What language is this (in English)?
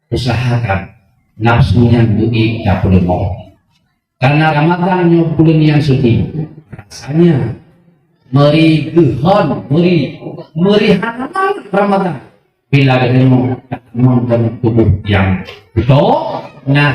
Achinese